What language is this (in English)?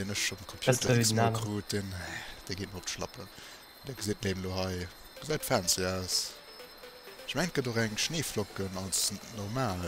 Luxembourgish